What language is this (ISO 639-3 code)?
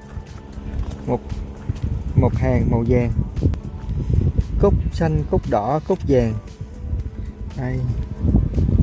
vie